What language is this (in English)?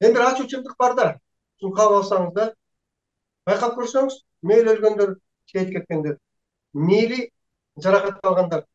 Kyrgyz